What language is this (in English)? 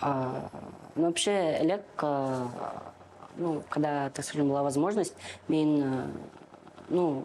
Bashkir